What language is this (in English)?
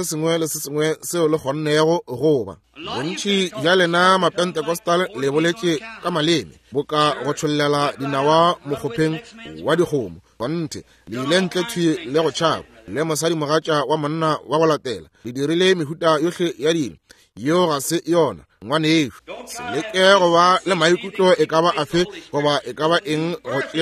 Northern Sotho